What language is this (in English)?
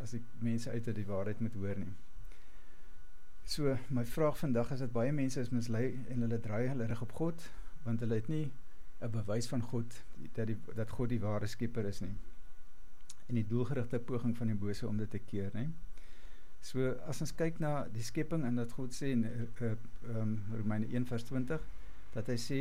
Afrikaans